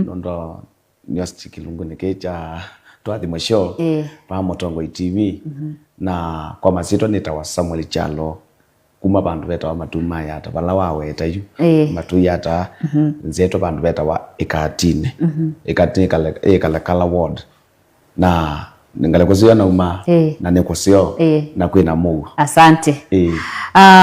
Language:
Kamba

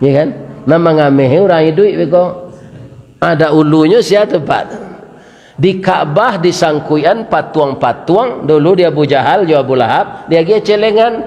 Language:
Minangkabau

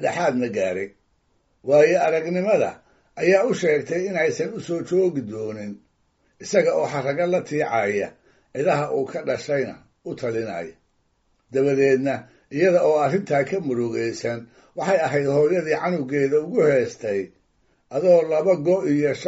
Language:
Somali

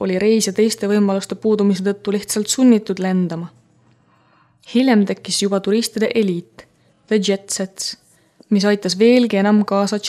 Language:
Estonian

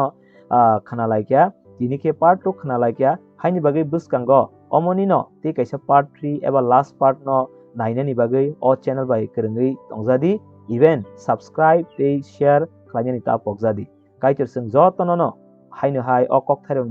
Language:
Kok Borok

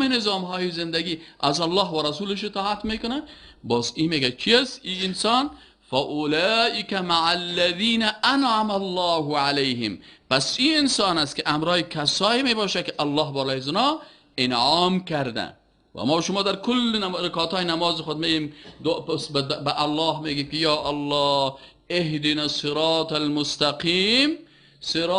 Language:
Persian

